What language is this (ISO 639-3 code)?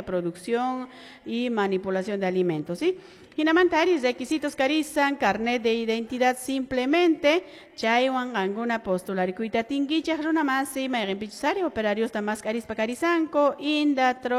que